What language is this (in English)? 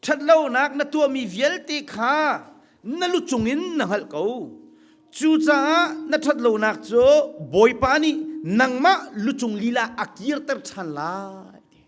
Hakha Chin